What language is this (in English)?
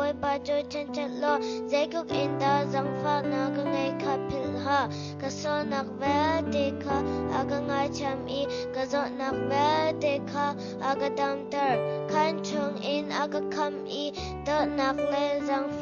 Hakha Chin